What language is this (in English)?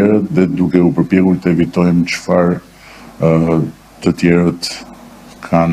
Albanian